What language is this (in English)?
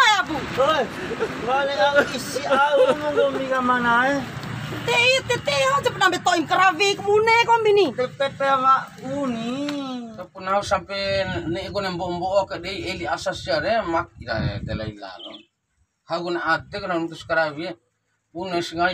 Bima